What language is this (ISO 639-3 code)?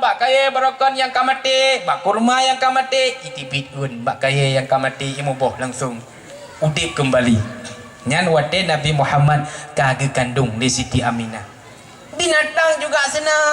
ace